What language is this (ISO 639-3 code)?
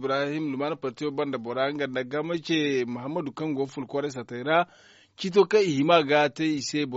dje